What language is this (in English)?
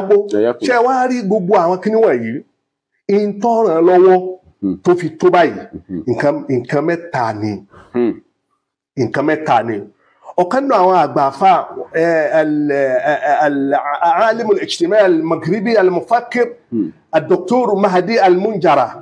Yoruba